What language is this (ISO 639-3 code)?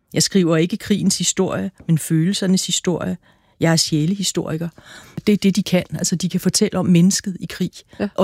dan